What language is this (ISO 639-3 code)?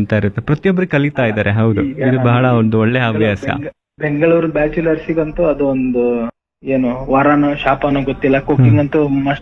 kan